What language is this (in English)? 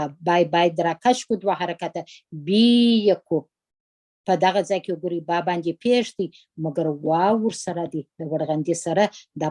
Pashto